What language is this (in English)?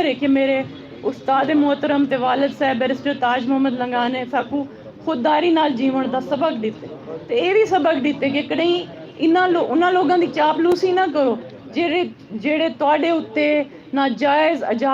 Saraiki